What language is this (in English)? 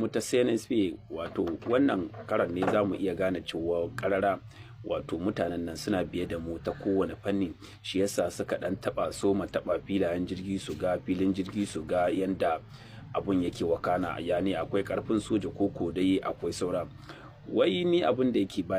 Hausa